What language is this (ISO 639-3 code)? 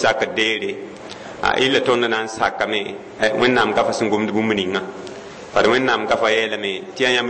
mos